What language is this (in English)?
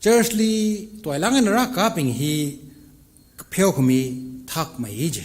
Tangkhul Naga (India)